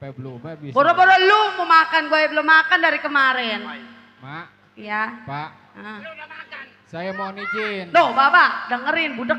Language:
Betawi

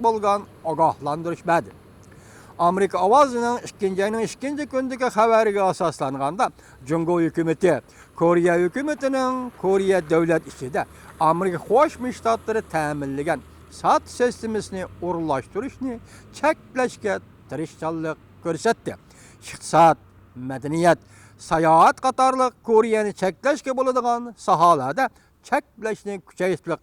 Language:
Uyghur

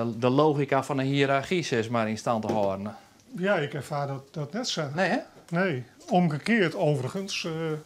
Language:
Western Frisian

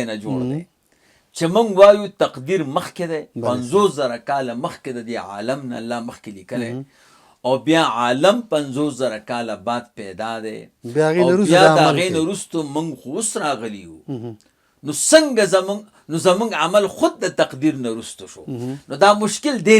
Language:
Pashto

